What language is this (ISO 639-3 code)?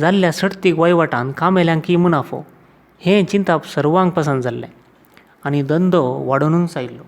kok